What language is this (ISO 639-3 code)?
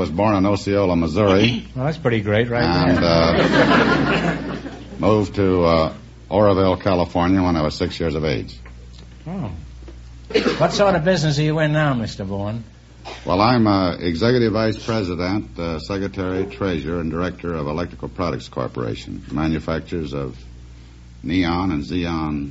eng